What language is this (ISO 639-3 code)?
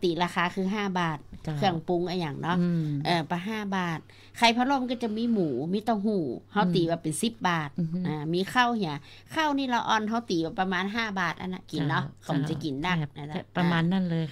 tha